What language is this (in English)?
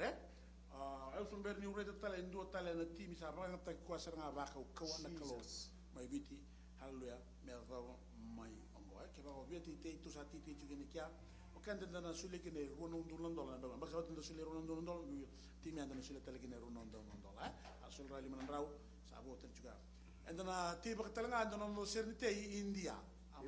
Fijian